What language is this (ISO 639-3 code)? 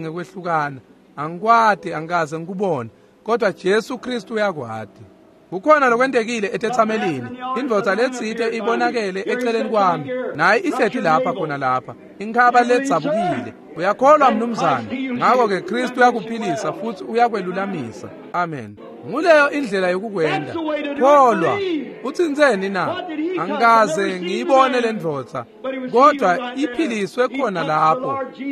ssw